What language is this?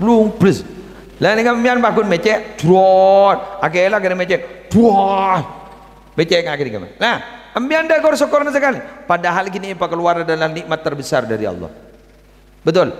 Madurese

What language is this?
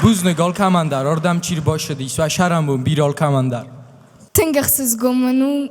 Ossetic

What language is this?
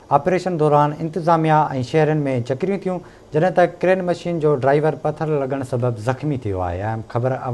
Sindhi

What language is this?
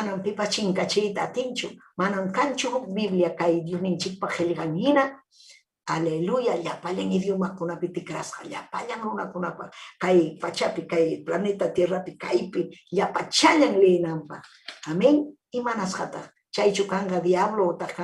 Ayacucho Quechua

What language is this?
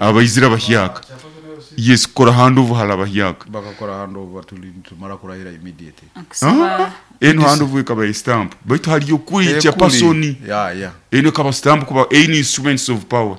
Nyoro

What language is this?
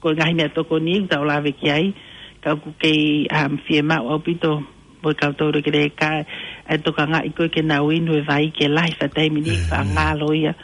Tongan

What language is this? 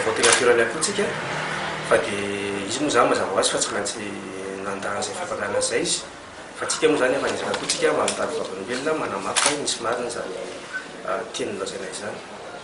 Malagasy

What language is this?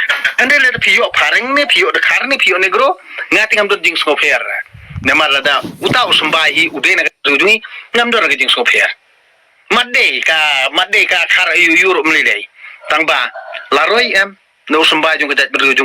Khasi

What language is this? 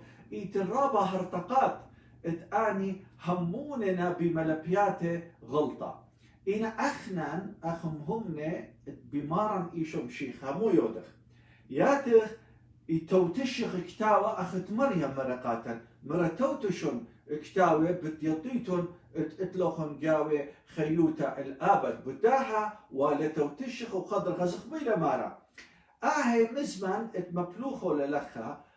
Assyrian Neo-Aramaic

